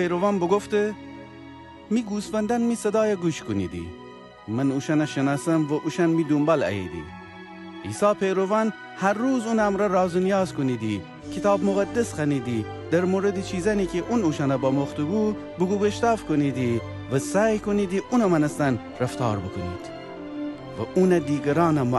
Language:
Gilaki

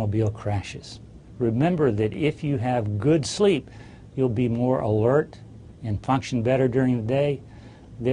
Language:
English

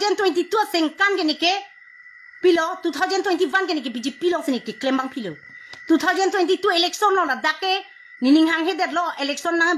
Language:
Karbi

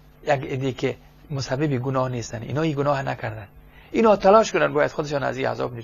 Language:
Persian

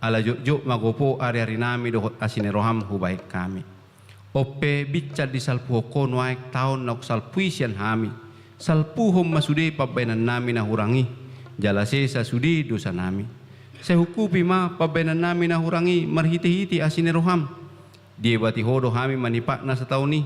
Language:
Batak Toba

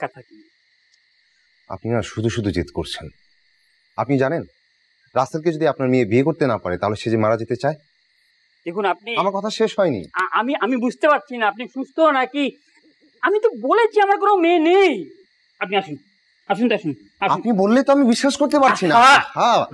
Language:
Bangla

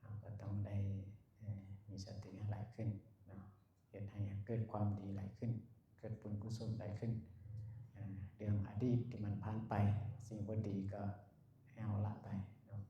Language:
Lao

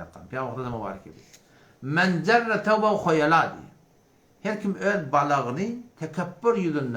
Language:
Turkmen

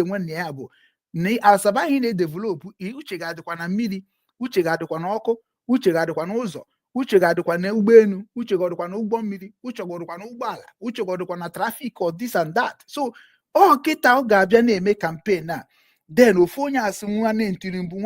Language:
Igbo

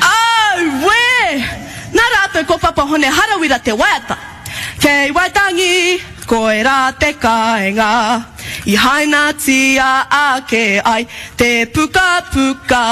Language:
Māori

